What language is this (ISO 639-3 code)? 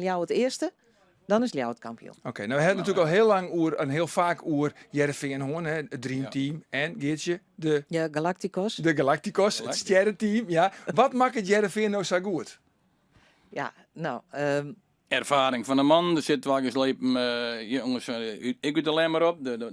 fry